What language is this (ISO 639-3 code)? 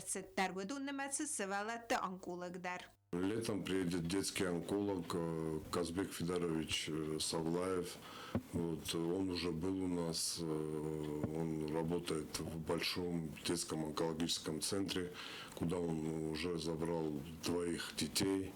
oss